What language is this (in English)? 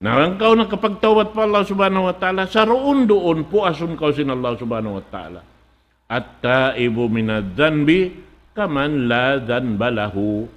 Tausug